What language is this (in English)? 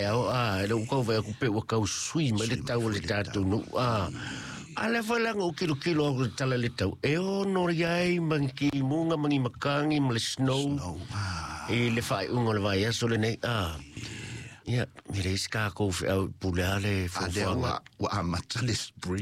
Samoan